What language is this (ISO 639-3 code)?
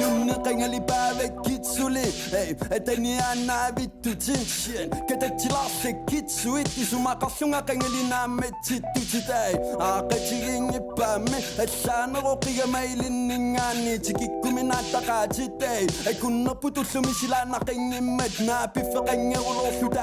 iku